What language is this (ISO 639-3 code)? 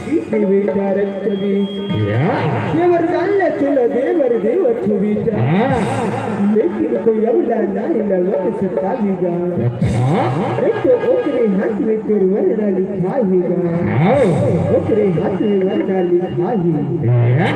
hne